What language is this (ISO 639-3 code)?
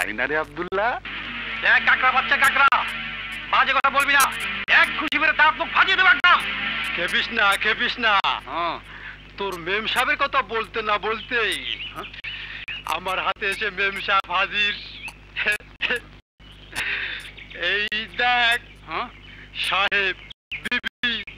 ben